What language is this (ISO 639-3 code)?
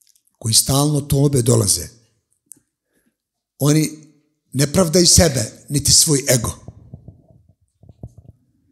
bos